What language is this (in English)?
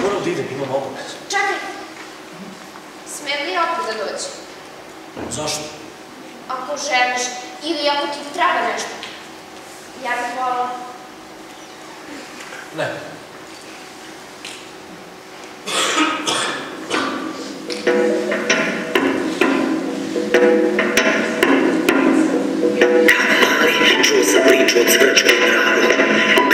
Serbian